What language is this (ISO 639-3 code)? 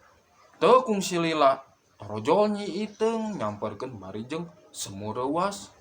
sun